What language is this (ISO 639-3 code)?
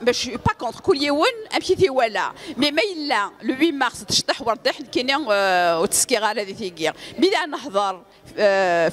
kab